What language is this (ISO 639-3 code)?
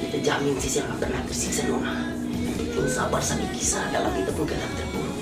abs